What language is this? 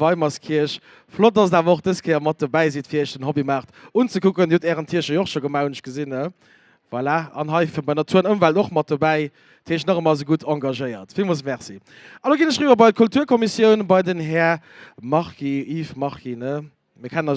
Luxembourgish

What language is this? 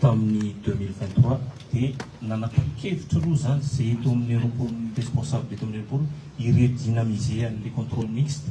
Malagasy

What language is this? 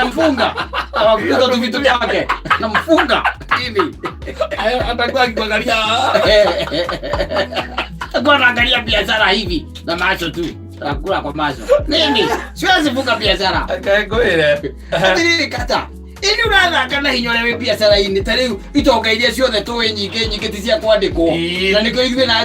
Kikuyu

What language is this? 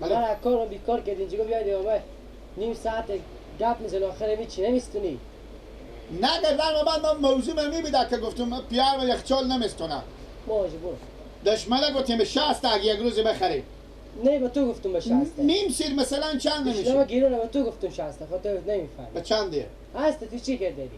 Persian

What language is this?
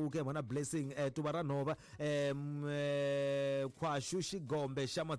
Tsonga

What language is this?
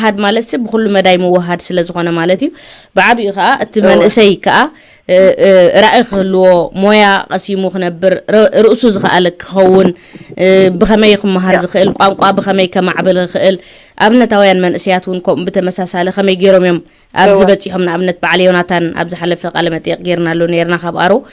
Tigrinya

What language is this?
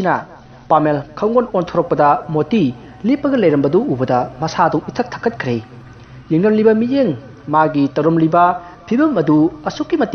Manipuri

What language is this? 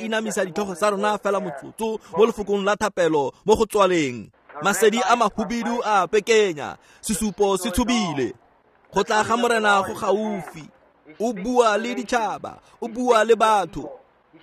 Tswana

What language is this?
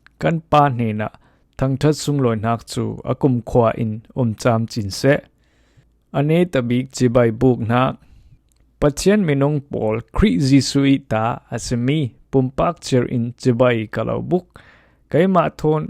Falam Chin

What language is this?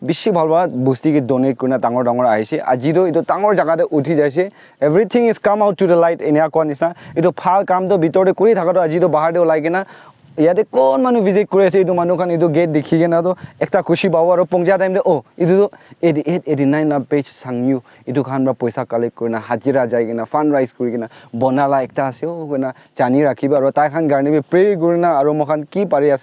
Naga Pidgin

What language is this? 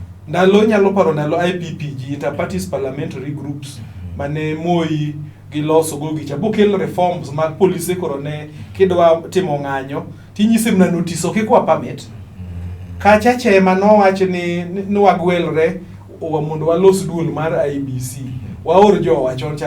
Luo (Kenya and Tanzania)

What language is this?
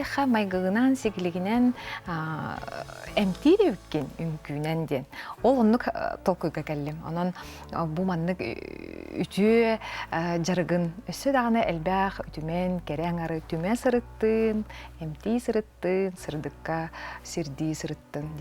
Yakut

